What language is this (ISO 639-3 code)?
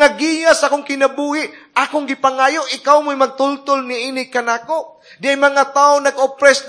ceb